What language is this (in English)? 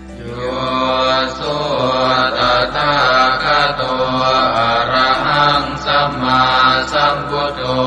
Pali